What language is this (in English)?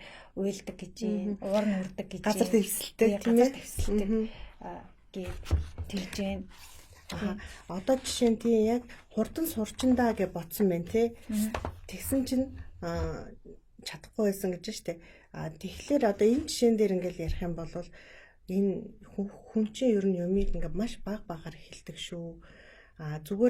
Mongolian